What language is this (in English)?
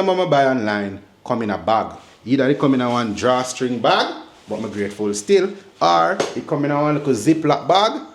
Jamaican Creole English